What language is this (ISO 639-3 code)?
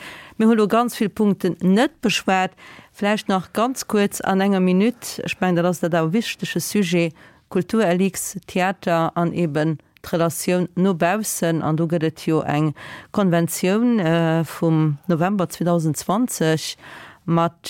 ltz